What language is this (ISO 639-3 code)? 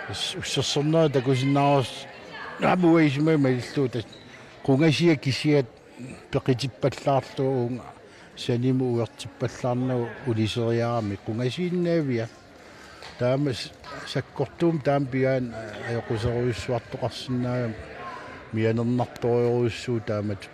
kal